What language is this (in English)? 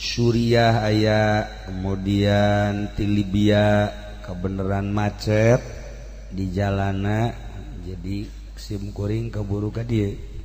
Sundanese